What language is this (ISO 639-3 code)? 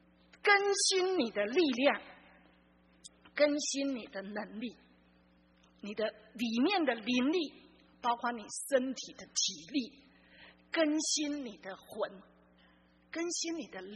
zho